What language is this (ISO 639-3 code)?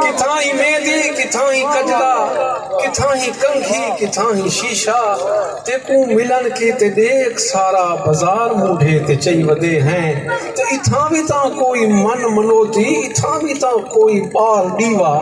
skr